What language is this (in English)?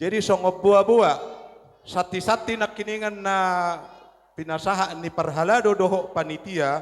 Batak Toba